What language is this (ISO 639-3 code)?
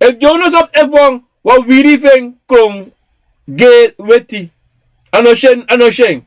srn